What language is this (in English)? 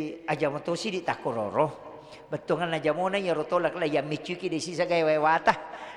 Buginese